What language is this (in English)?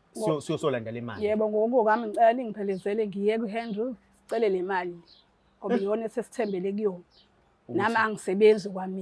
Zulu